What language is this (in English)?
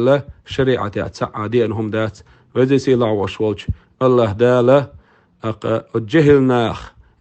Chechen